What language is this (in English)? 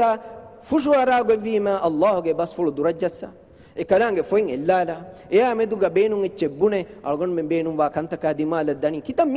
Divehi